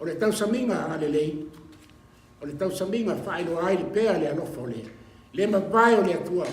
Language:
Samoan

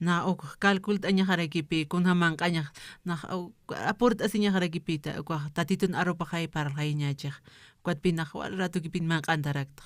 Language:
Aymara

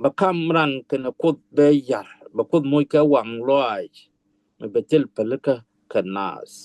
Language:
Nuer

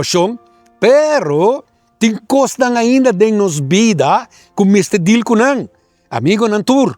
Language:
Papiamento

